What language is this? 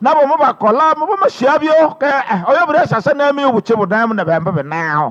Nande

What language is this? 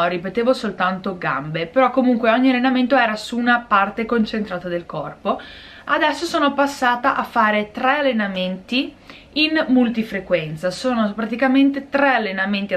Italian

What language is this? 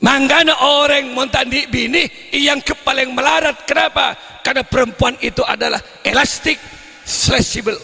Madurese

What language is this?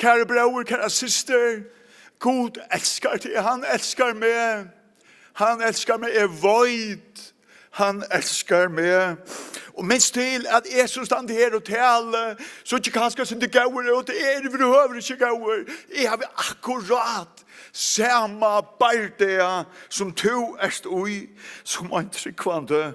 Faroese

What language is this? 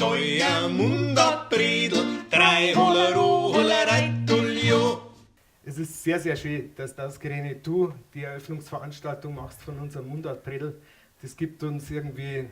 Bavarian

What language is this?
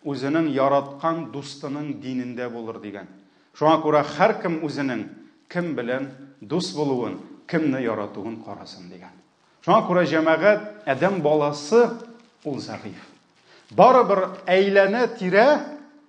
Tatar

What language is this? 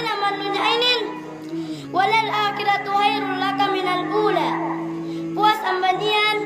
Yakan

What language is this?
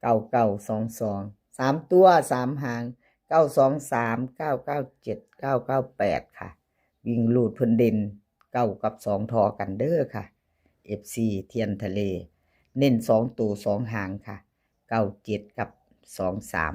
Lao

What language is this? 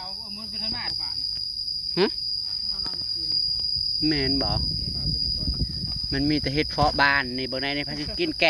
Northeastern Thai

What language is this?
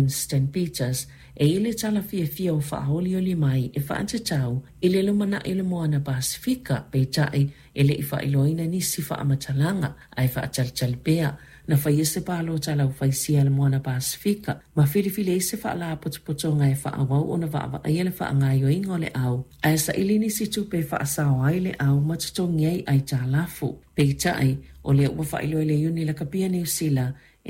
Samoan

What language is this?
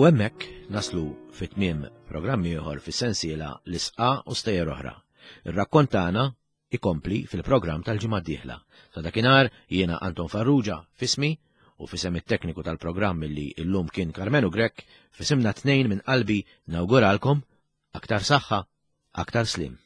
Maltese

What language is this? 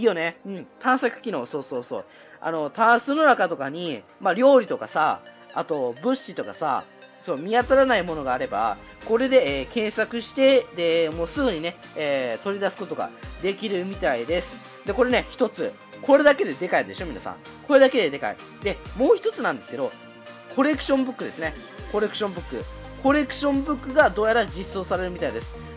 Japanese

